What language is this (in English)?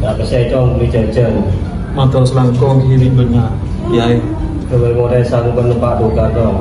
Madurese